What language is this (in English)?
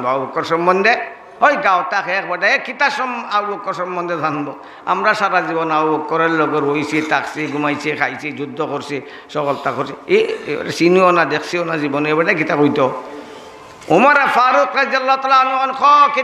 Sylheti